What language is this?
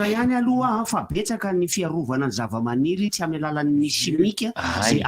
Malagasy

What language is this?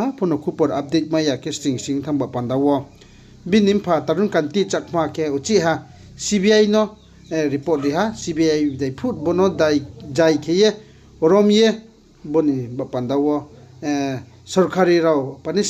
Riang (India)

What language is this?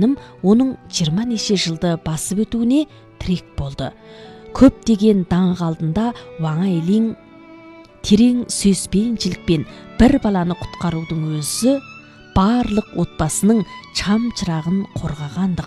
Kazakh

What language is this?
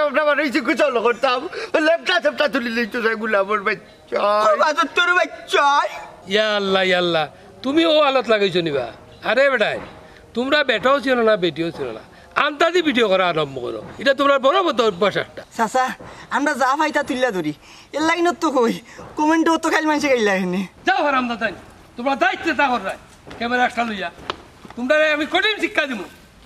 Sylheti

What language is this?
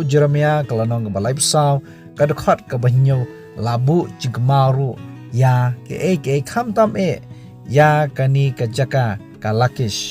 Khasi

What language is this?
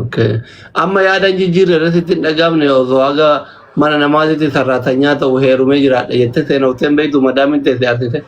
Oromo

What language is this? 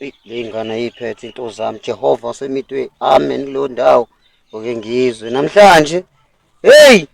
Zulu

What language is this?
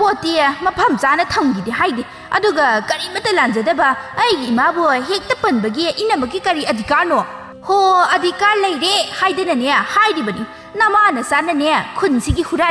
Manipuri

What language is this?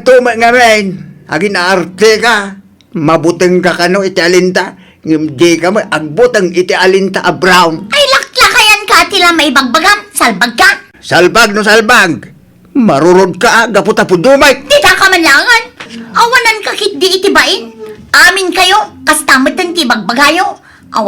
Iloko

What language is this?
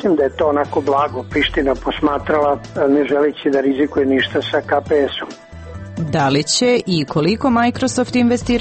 Serbian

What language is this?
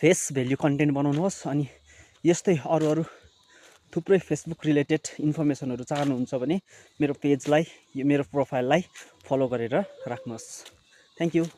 Nepali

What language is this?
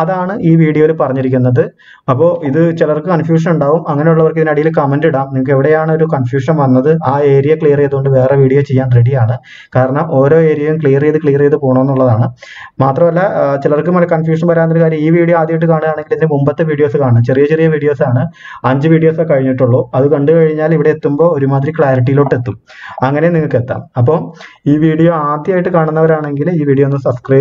Malayalam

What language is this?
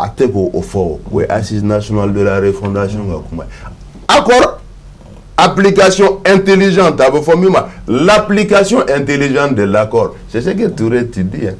Bambara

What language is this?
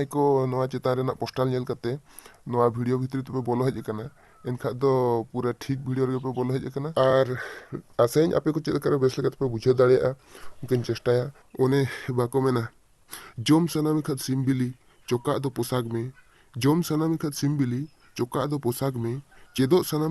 Santali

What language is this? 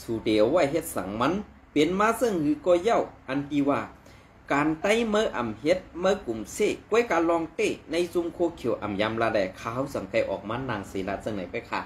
Shan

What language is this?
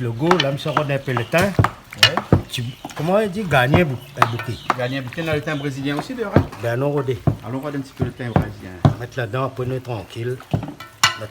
Réunion Creole French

